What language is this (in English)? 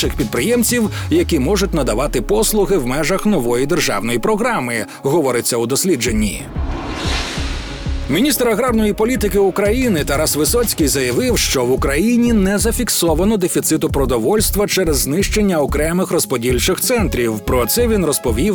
Ukrainian